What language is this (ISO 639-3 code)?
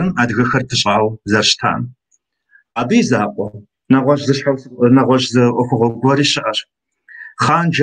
kbd